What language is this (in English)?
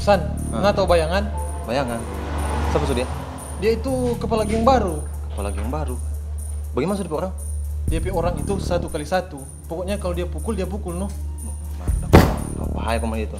Manado Malay